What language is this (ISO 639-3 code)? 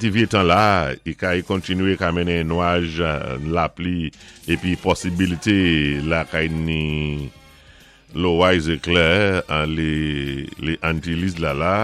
acf